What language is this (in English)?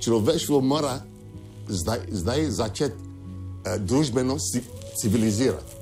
Slovenian